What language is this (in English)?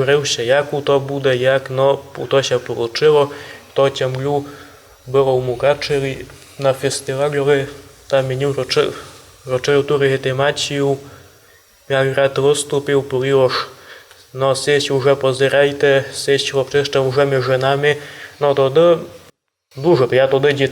Rusyn